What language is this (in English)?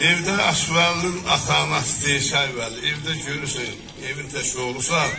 South Azerbaijani